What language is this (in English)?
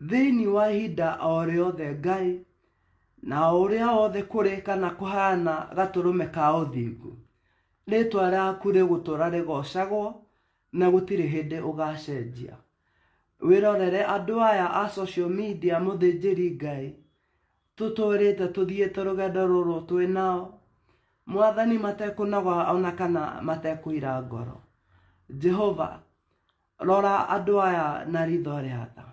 Kikuyu